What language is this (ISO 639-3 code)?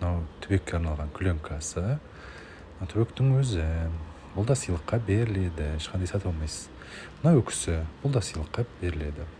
kaz